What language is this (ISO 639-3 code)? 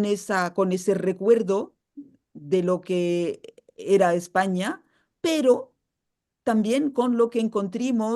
lad